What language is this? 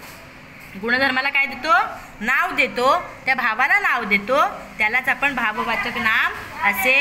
Marathi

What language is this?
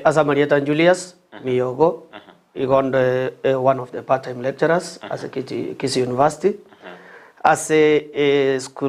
Gusii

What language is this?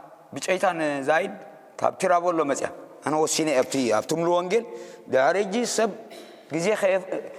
Tigrinya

